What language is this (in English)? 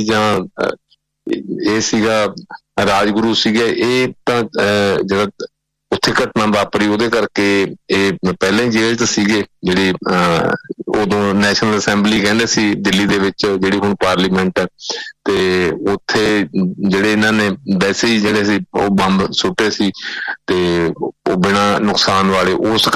Punjabi